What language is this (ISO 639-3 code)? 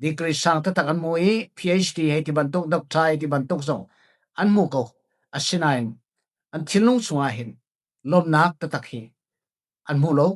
cfm